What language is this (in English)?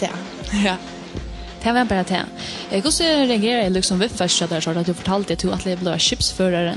Faroese